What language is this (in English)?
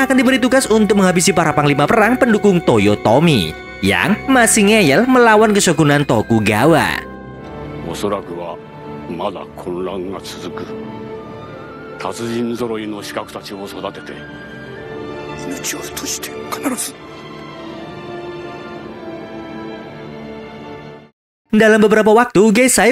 Indonesian